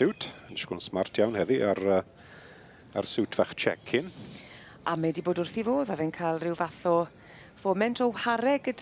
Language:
Welsh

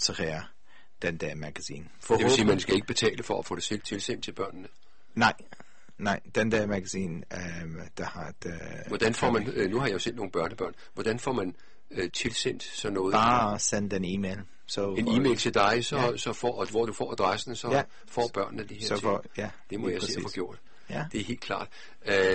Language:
Danish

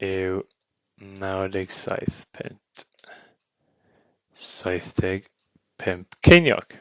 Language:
Welsh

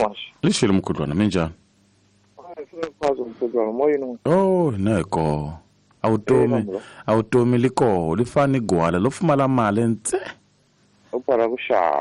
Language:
Tsonga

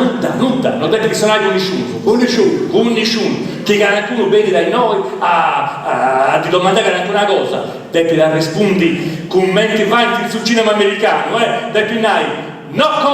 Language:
Sardinian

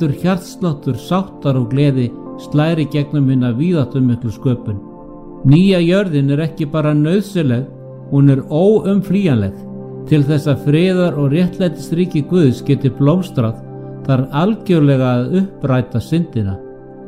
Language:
Icelandic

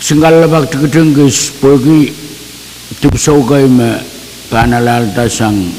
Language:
Pohnpeian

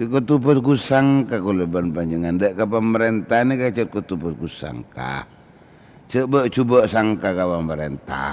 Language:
Madurese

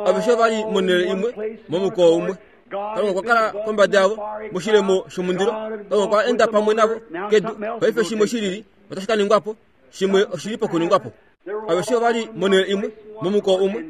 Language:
Kuanyama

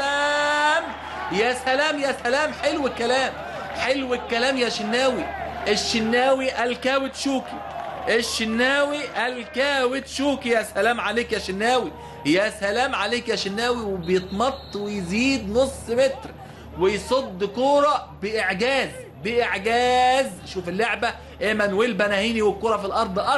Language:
Egyptian Arabic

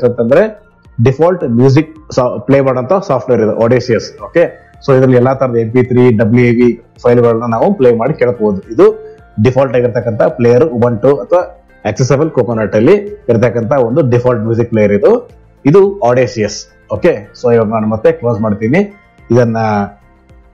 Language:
Kannada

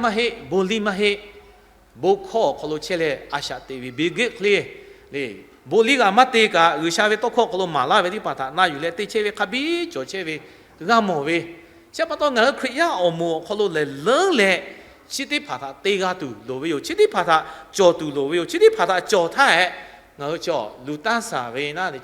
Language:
Lahu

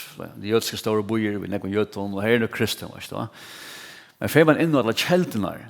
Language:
Faroese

